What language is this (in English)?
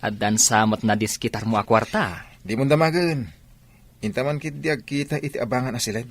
Iloko